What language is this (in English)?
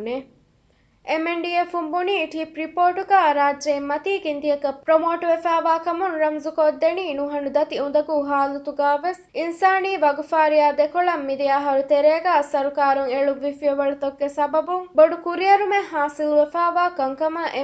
Divehi